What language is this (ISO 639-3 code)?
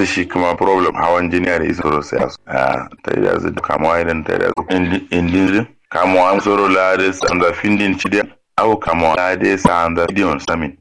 kau